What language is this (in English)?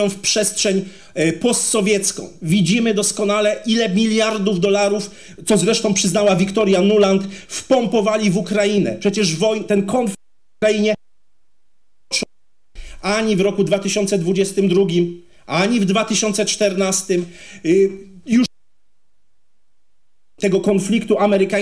Polish